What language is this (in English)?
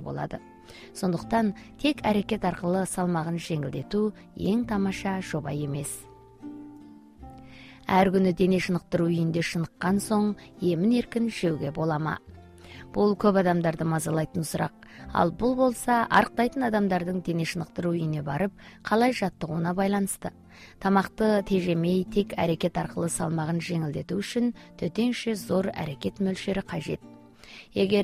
Kazakh